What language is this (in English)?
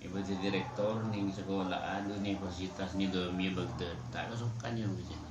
Madurese